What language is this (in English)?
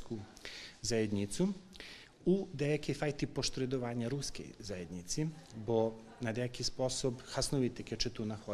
Rusyn